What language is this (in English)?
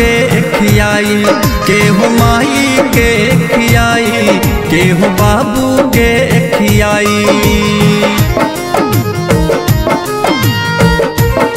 Bhojpuri